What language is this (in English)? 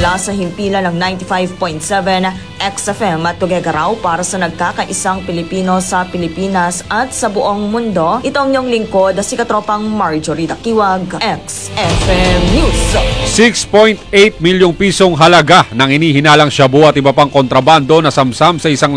Filipino